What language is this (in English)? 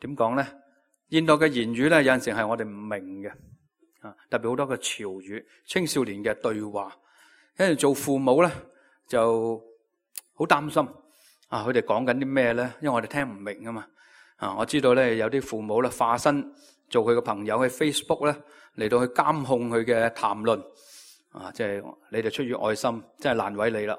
Cantonese